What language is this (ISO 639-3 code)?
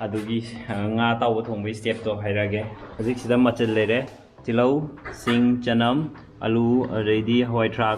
mni